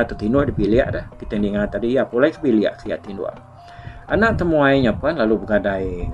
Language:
Iban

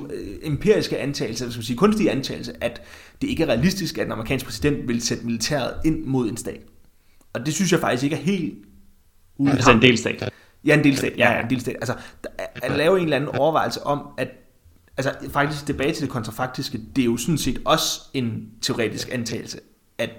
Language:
Danish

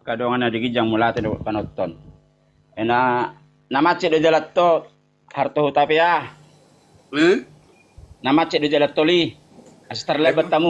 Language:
Batak Toba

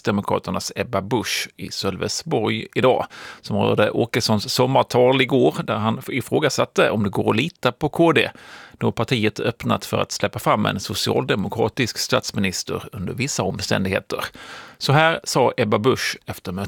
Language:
Swedish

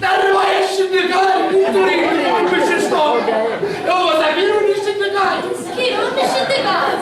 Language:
Sicilian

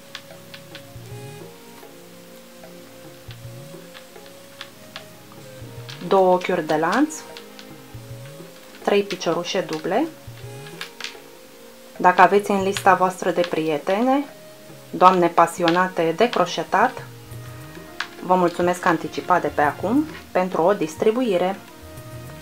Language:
Romanian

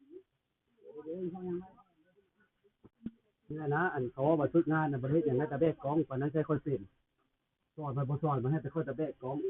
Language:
Lao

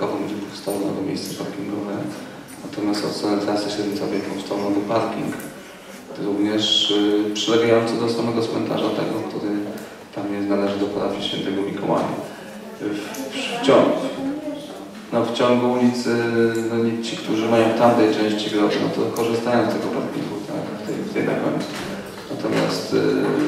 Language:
Polish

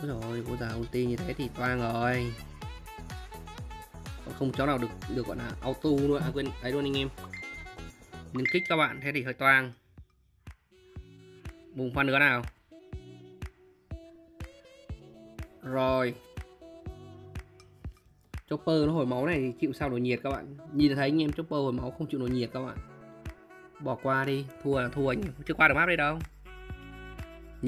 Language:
Vietnamese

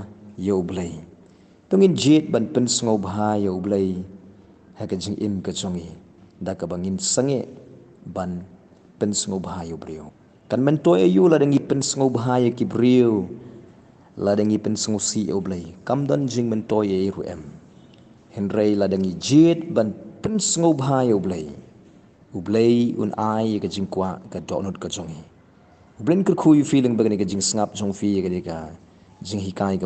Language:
Khasi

